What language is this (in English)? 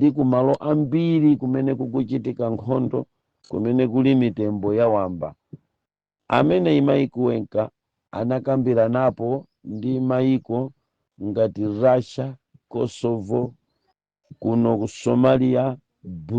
Nyanja